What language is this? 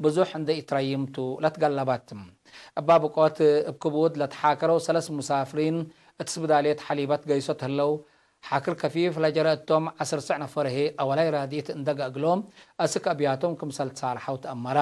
Tigre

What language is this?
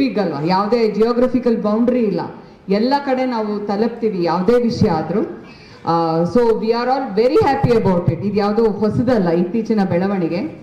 Kannada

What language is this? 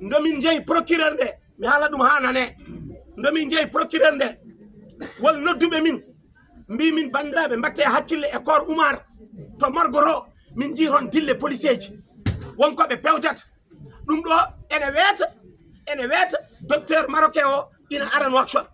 Fula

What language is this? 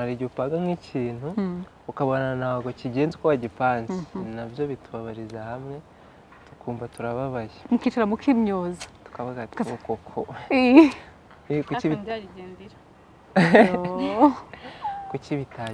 Kinyarwanda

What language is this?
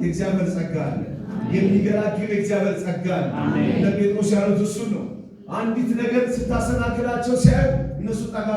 Amharic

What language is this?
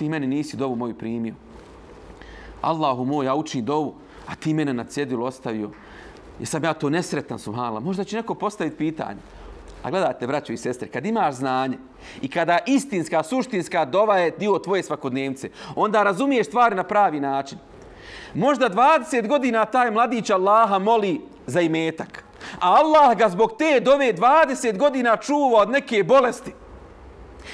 Bosnian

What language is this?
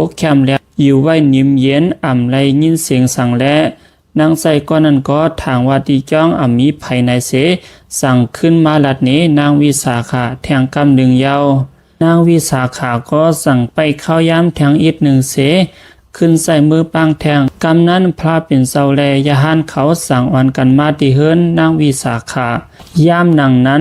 Shan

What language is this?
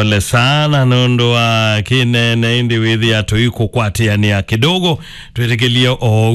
Kamba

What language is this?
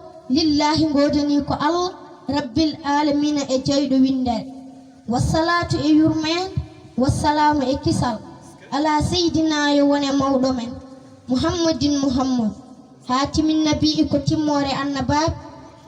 Fula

